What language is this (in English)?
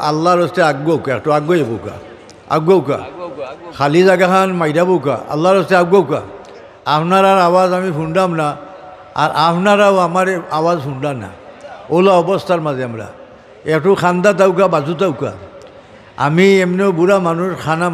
Sylheti